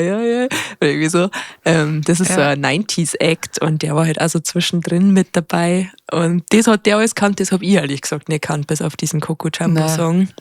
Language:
Bavarian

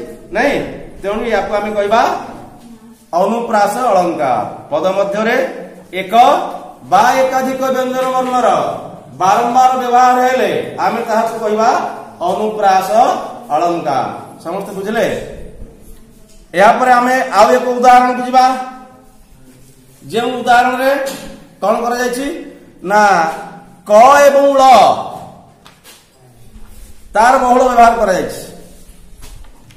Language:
Odia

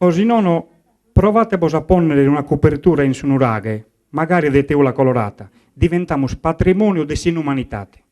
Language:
Sardinian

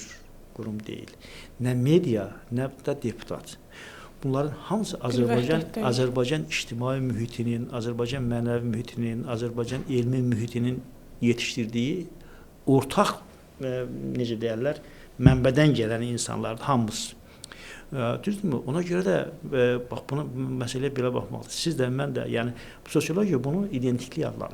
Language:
Azerbaijani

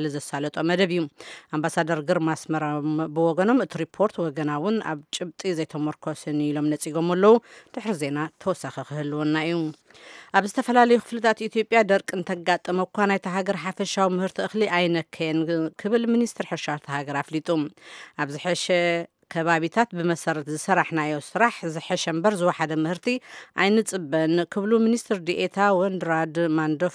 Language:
Tigrinya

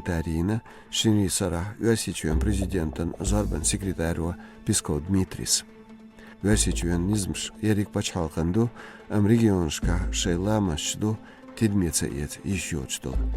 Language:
Chechen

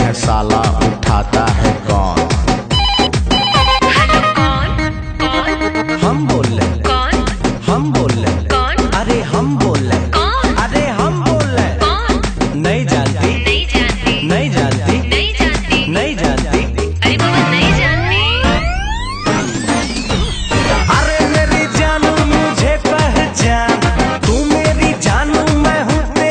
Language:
Hindi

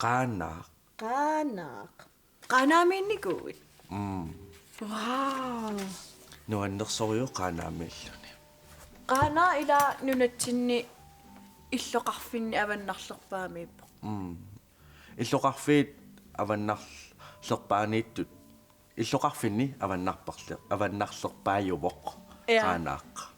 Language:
Kalaallisut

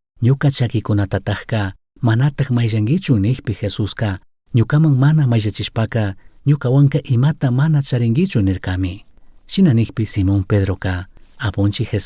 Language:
Chimborazo Highland Quichua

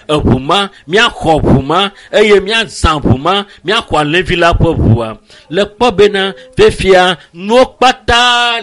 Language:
Ewe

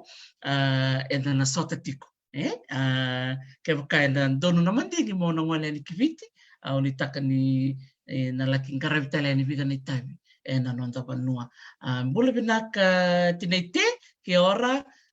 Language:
Fijian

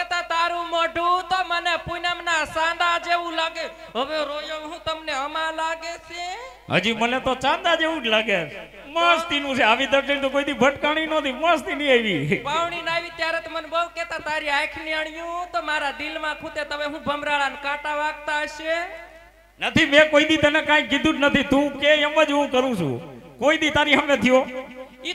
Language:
Gujarati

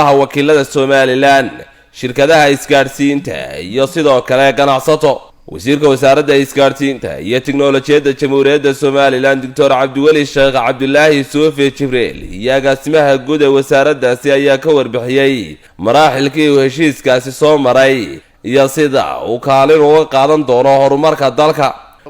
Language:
Somali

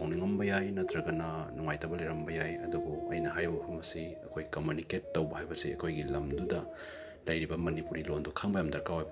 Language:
Manipuri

